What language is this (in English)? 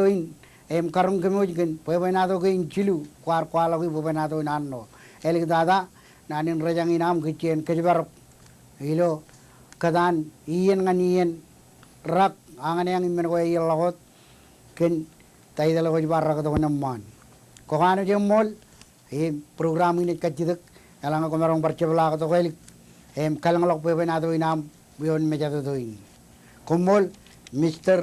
Marshallese